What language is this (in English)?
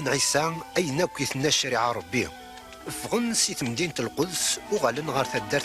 Kabyle